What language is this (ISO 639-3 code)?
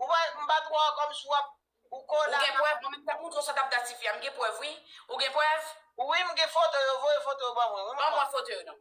hat